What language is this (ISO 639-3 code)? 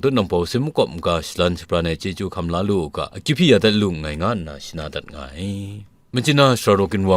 kac